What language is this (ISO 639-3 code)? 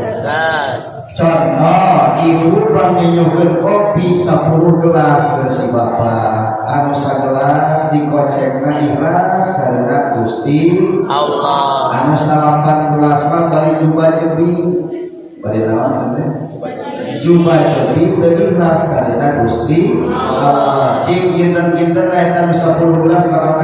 sun